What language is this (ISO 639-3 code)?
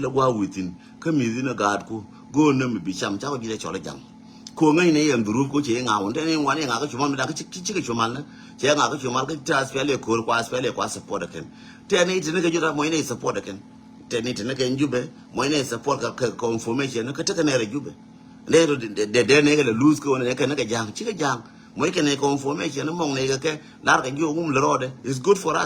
nus